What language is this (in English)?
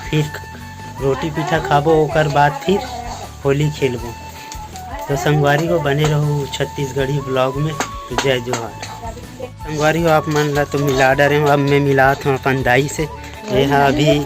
Chhattisgarhi